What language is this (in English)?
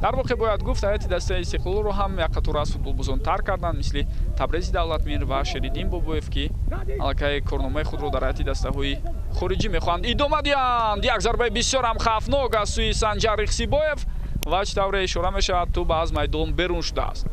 Tajik